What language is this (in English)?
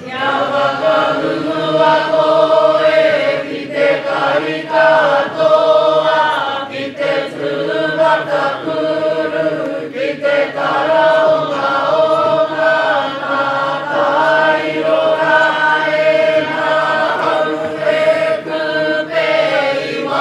Māori